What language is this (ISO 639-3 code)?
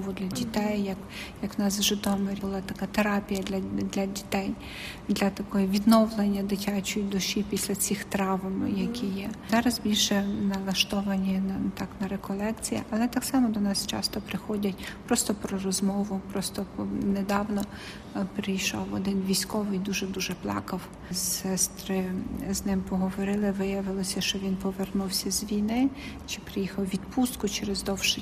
ukr